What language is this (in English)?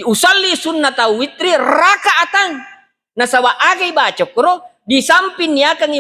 Buginese